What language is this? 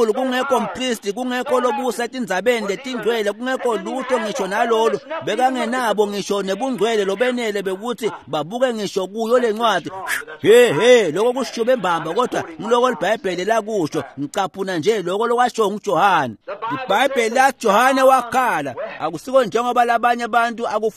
Swati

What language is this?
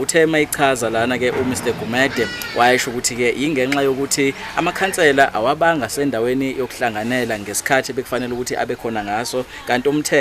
Zulu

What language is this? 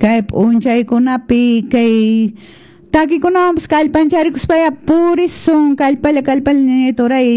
Quechua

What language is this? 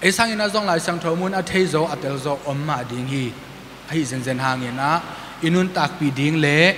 Tedim Chin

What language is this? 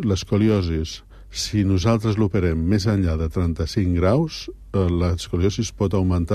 Catalan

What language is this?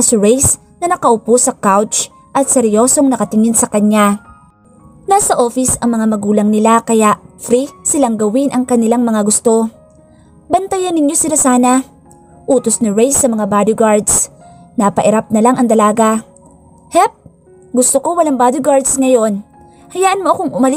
Filipino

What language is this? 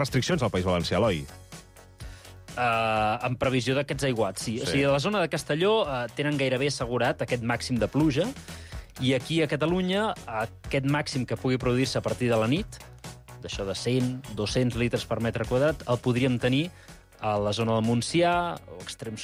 Catalan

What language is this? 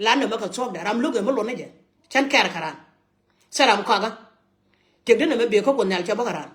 Nuer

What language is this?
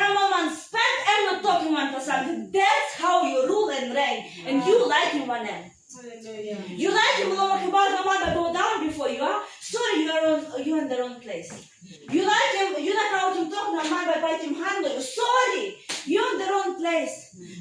Tok Pisin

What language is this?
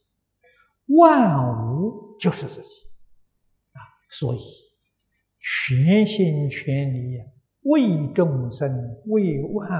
Chinese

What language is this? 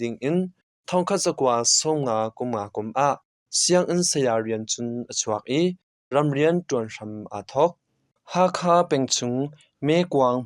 Hakha Chin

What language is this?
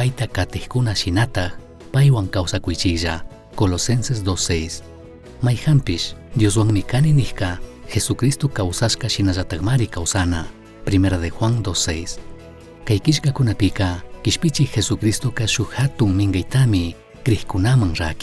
Chimborazo Highland Quichua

